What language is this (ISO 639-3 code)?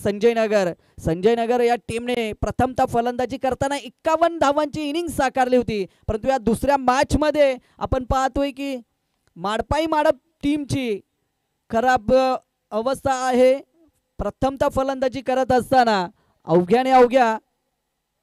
mar